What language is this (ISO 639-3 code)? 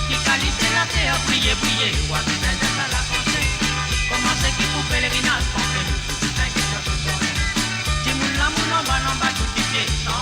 mfe